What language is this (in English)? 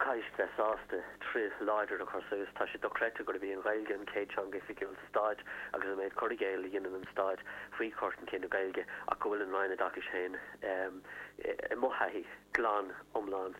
Irish